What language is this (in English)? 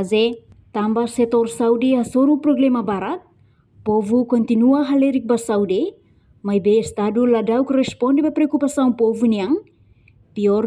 Tetum